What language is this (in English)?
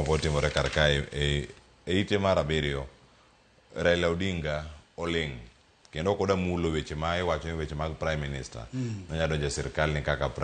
Luo (Kenya and Tanzania)